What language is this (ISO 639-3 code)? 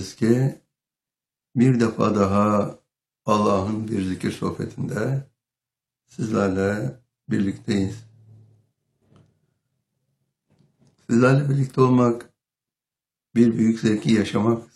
tur